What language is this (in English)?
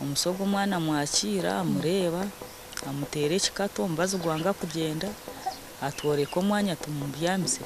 Nyankole